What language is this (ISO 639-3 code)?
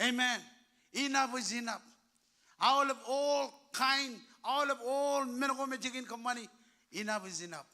mah